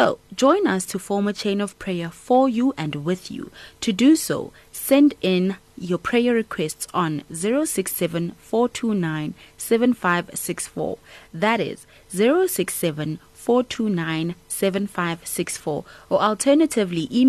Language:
English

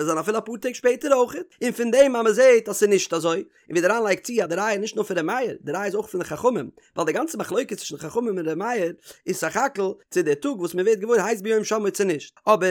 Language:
Yiddish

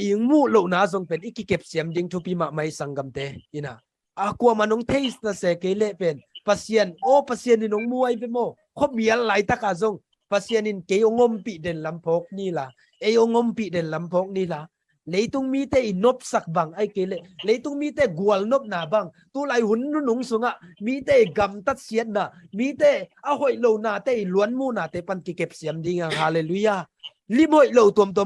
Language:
Tedim Chin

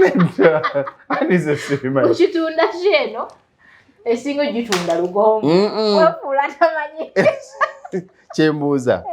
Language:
Ganda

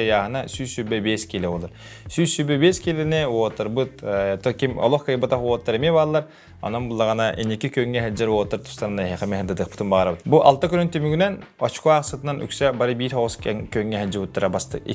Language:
Yakut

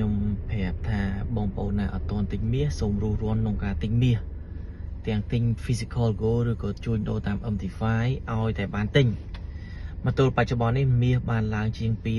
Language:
Khmer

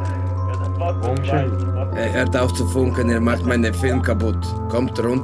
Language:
Swiss German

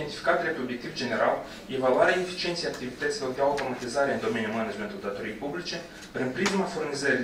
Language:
Romanian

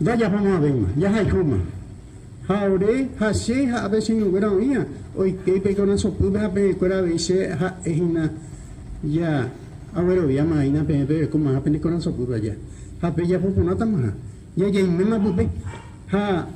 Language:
Guarani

